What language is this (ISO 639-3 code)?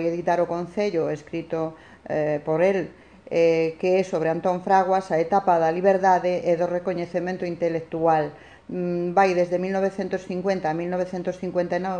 glg